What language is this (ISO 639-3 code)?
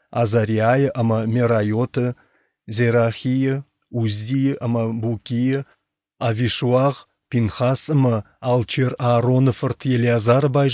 oss